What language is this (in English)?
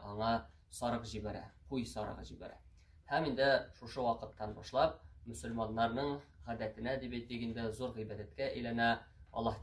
Tatar